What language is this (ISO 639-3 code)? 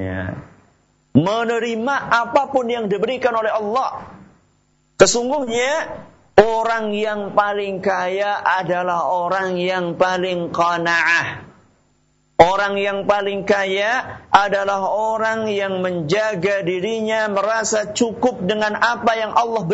ind